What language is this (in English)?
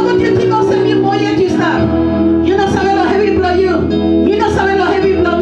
Tok Pisin